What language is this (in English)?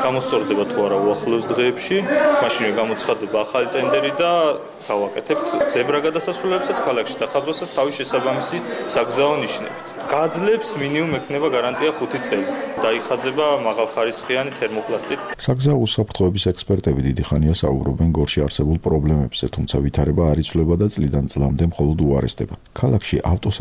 Georgian